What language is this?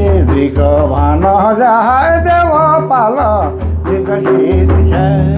Sadri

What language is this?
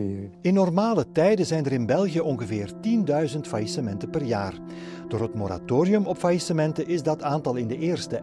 Dutch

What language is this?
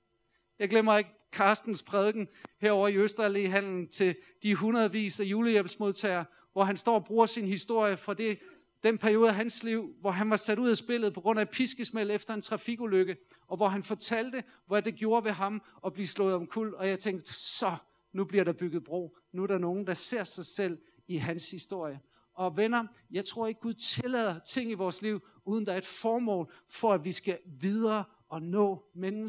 Danish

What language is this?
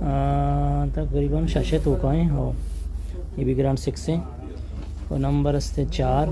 Baluchi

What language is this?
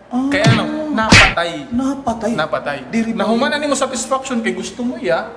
Waray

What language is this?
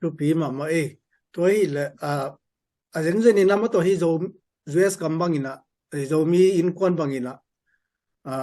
Tedim Chin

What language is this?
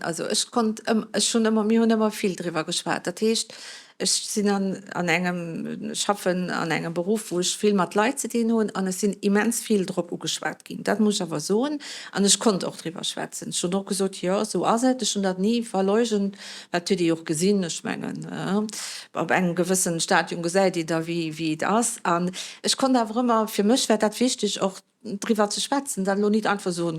Luxembourgish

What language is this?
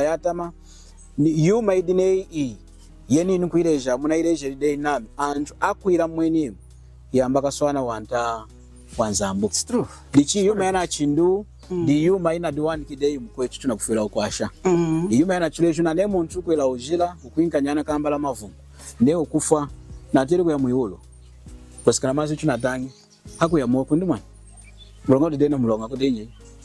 Lunda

